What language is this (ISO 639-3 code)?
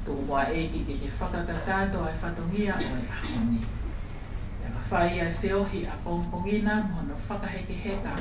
ton